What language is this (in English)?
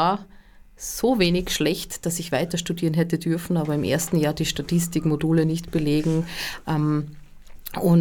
German